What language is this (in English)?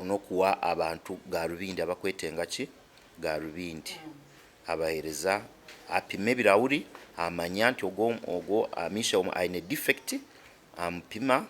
Nyankole